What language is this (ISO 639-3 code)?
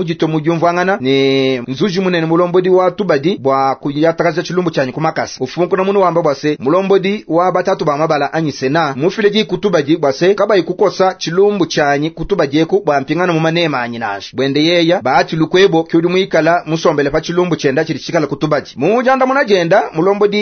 lua